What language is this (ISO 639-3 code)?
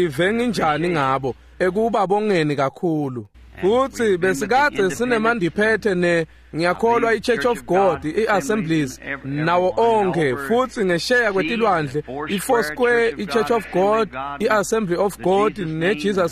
ssw